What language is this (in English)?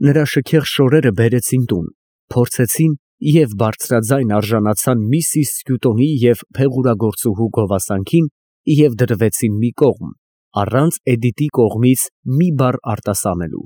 Armenian